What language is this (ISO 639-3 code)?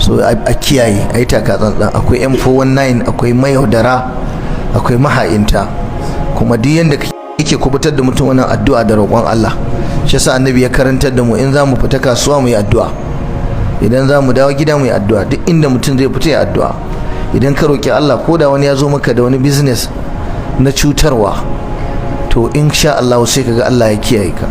hau